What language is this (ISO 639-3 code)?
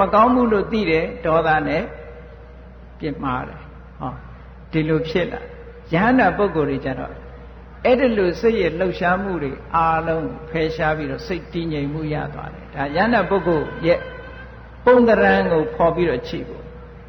mya